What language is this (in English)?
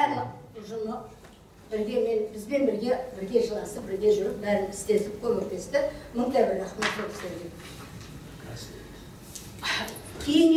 Kazakh